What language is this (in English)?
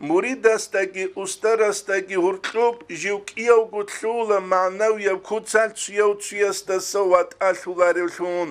Avaric